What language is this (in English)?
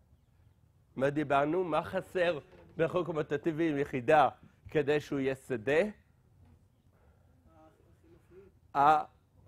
Hebrew